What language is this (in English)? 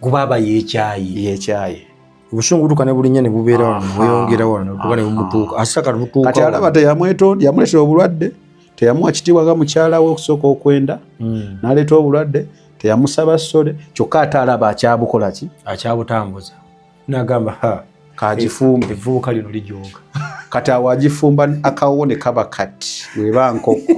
Ganda